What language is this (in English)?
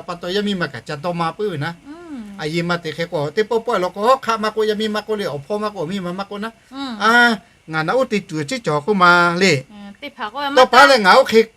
Lahu